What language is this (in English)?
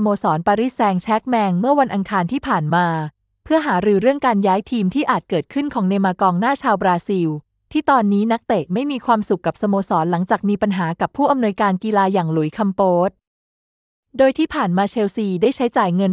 Thai